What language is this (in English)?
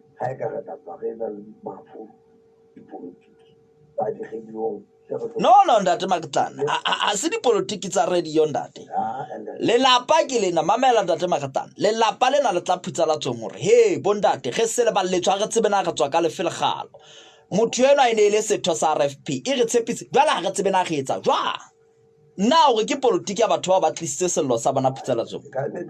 Southern Sotho